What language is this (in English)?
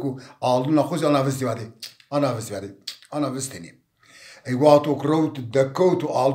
Zaza